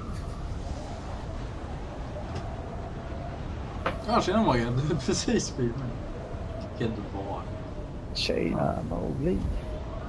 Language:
Swedish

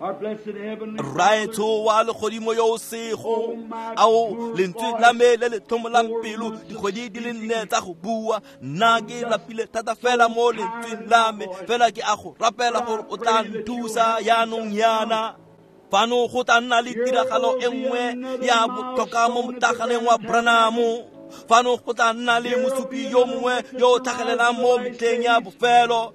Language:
Tswana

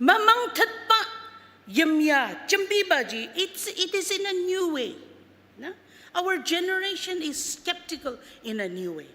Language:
Ao Naga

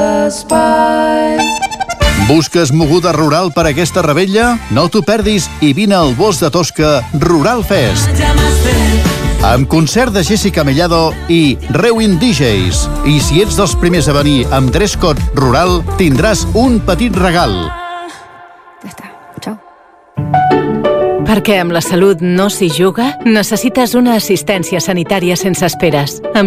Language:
Catalan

